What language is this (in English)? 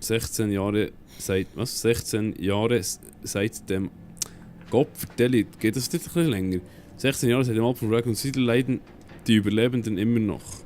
Swiss German